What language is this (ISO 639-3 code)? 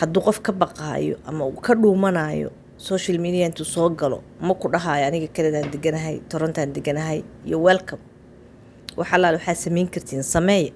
som